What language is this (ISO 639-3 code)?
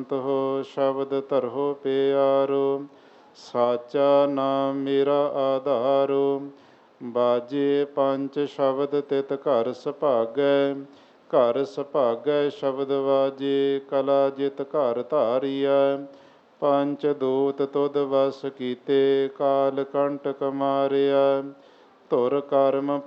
pan